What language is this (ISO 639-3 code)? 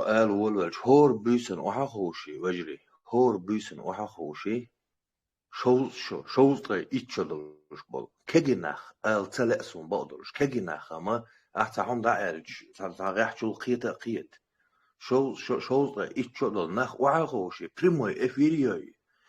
che